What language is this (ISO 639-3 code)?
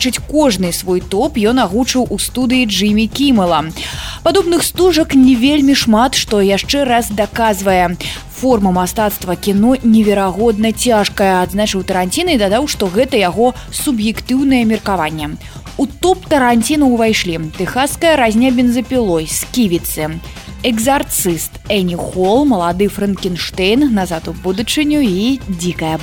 bel